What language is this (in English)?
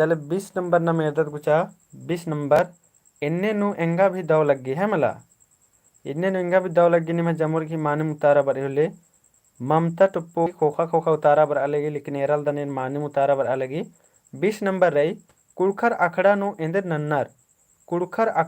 Kurukh